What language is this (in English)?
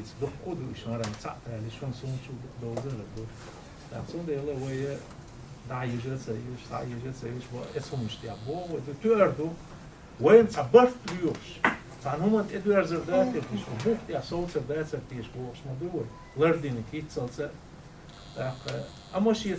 Chechen